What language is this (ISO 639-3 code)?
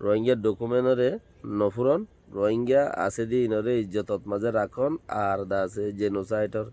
rhg